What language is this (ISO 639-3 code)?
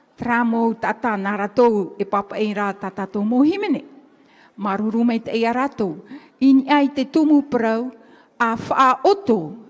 tah